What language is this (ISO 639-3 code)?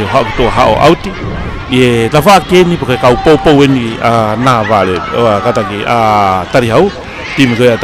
ton